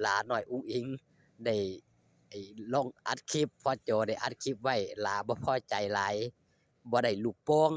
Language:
Northeastern Thai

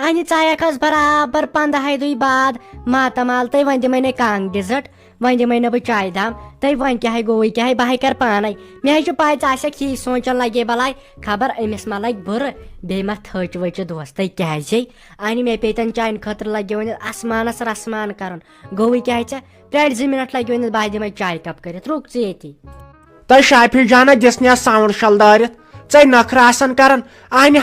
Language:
Kashmiri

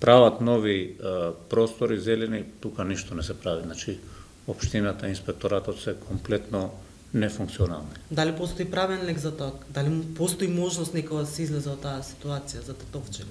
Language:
Macedonian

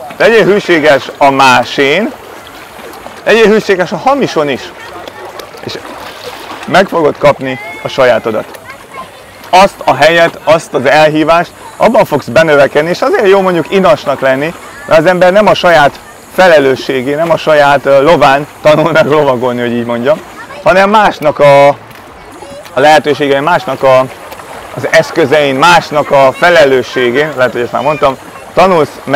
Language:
Hungarian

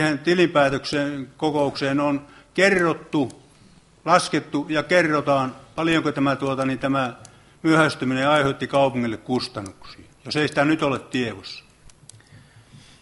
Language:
Finnish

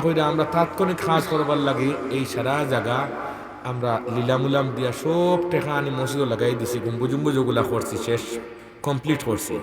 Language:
Sylheti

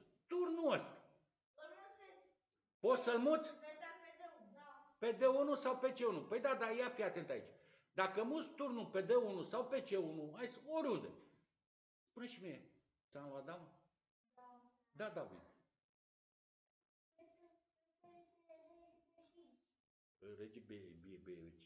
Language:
Romanian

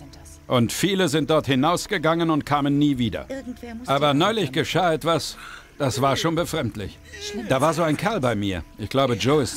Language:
Bavarian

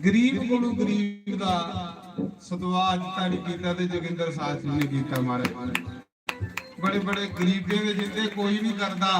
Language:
Dogri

